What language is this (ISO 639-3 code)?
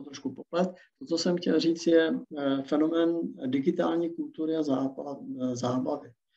ces